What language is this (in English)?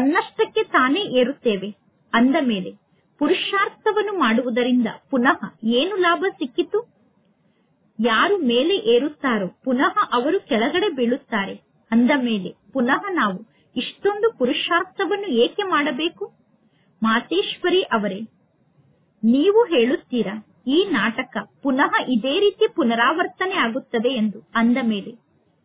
Kannada